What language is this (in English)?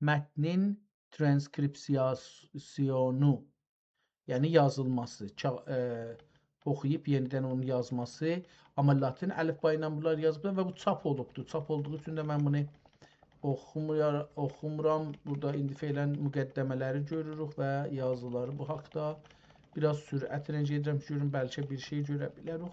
South Azerbaijani